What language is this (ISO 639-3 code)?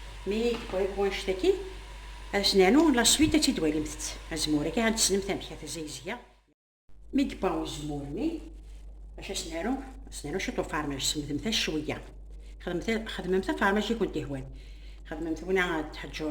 kab